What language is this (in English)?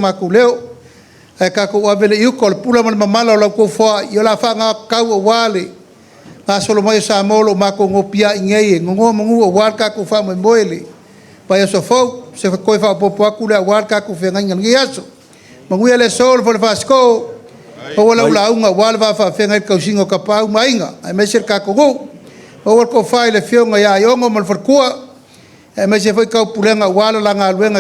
Samoan